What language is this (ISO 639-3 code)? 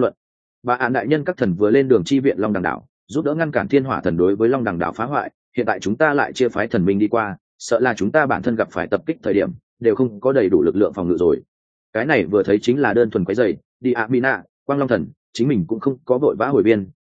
vie